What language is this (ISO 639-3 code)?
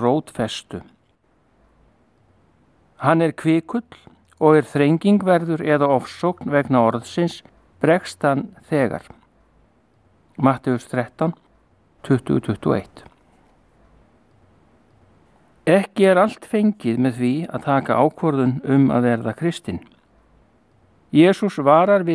isl